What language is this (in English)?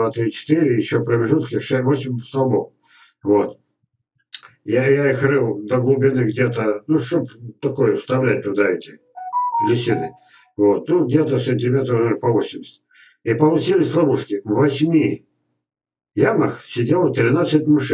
Russian